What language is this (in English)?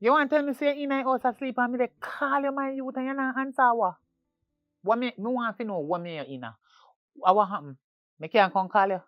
Jamaican Creole English